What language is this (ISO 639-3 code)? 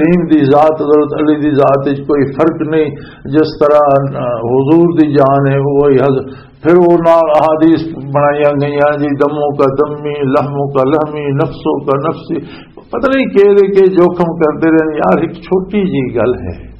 lah